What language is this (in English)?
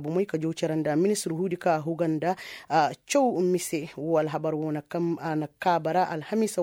Koyraboro Senni